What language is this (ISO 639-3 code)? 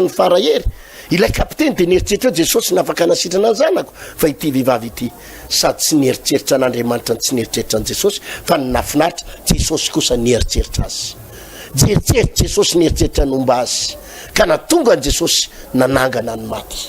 mlg